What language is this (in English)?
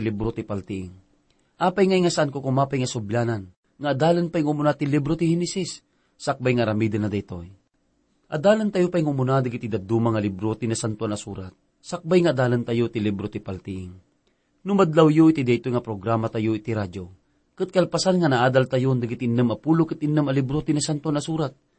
Iloko